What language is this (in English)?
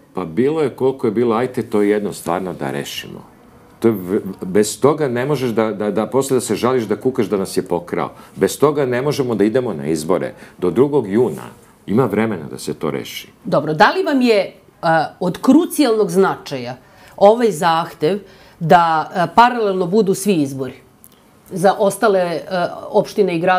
Serbian